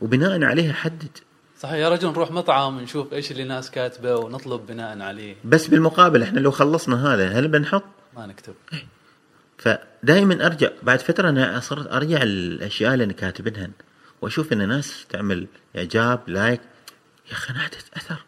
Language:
Gulf Arabic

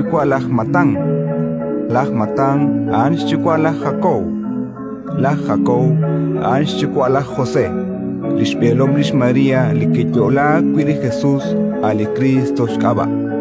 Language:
Kekchí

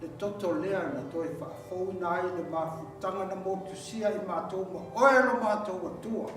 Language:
Samoan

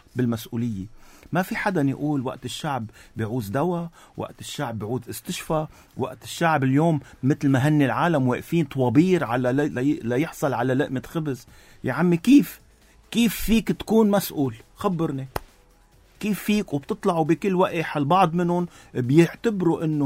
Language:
North Levantine Arabic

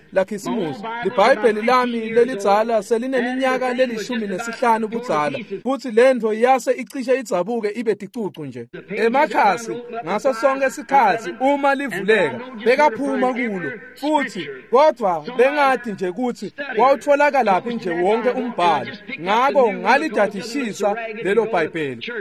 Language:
Swati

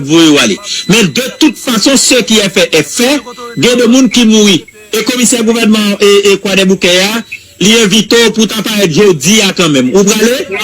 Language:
Haitian Creole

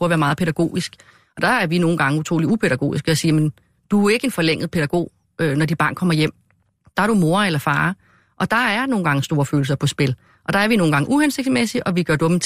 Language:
Danish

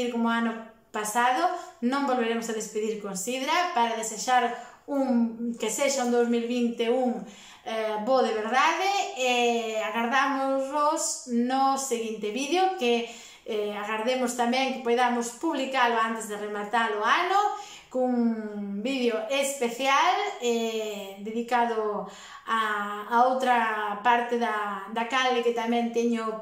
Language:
Galician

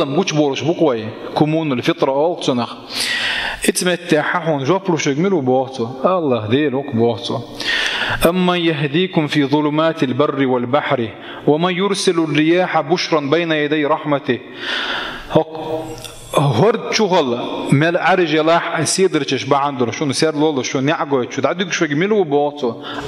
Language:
Chechen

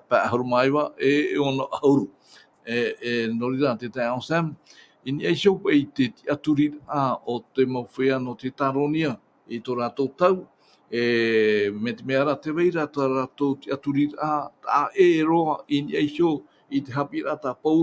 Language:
Tahitian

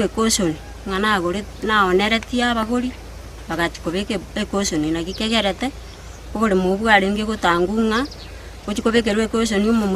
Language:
Gusii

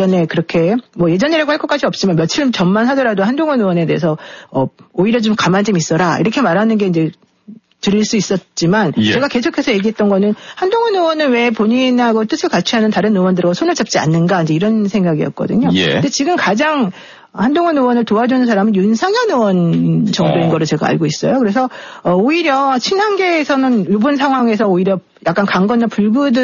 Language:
Korean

